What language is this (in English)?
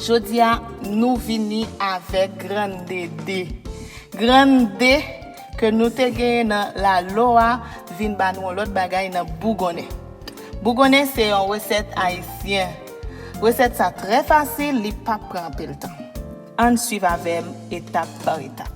Haitian Creole